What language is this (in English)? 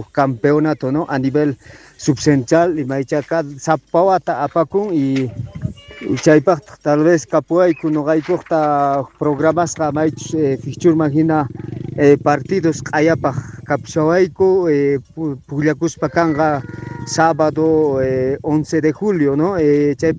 South Bolivian Quechua